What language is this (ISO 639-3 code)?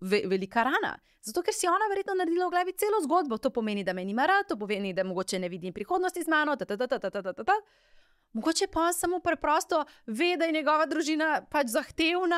slv